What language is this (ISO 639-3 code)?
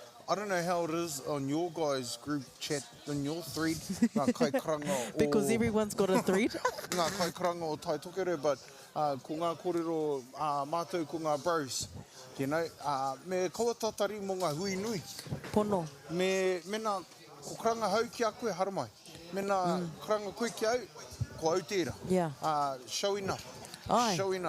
mri